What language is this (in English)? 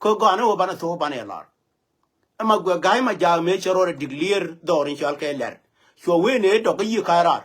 Nuer